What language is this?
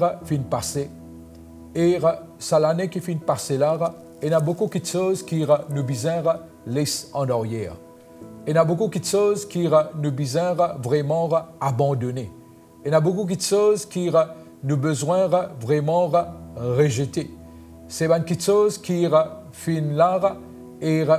Morisyen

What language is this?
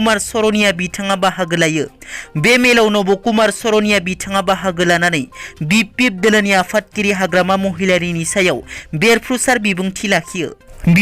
Bodo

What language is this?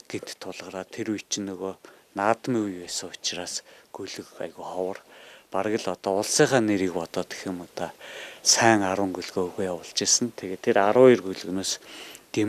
Mongolian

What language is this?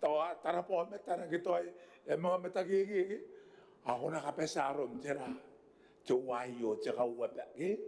Gilbertese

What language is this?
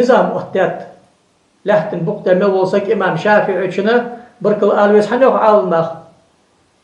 Ingush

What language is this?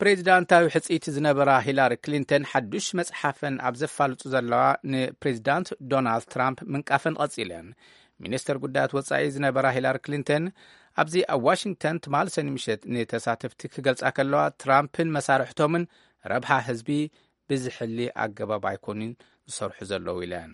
Tigrinya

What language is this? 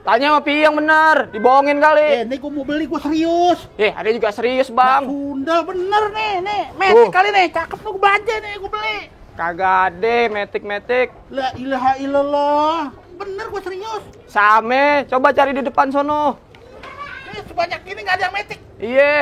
Betawi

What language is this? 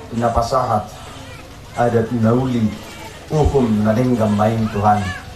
Batak Toba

